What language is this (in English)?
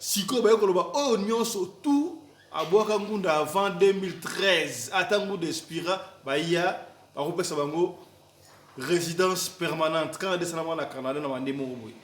Lingala